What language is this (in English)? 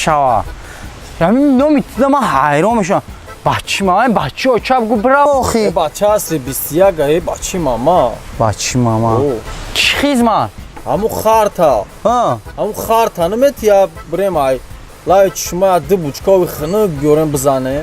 Tajik